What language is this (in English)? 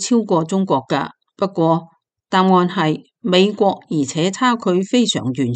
Cantonese